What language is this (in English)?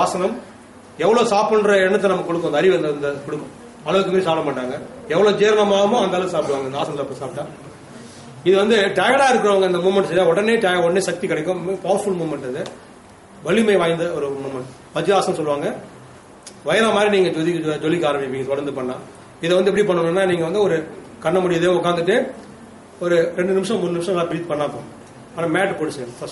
Tamil